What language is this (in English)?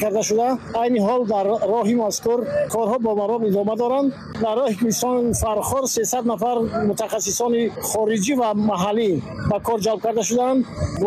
Tajik